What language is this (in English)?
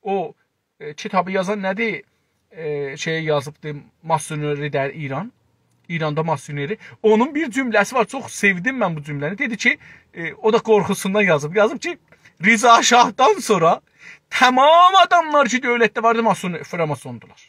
South Azerbaijani